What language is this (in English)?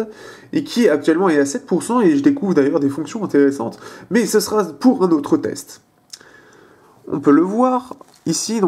French